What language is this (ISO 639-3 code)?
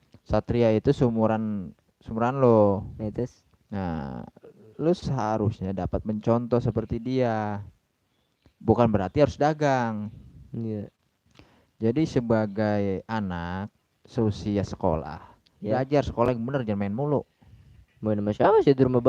bew